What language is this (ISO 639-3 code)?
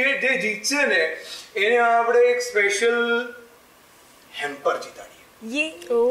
guj